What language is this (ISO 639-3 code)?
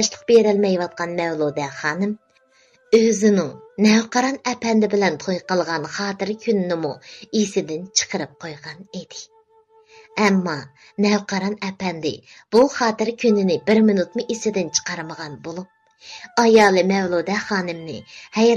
uig